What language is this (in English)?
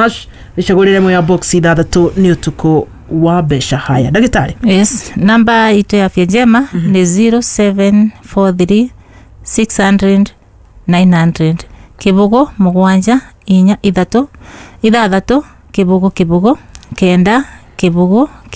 Kikuyu